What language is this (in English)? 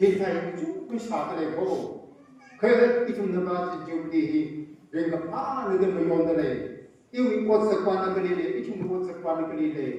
Tangkhul Naga (India)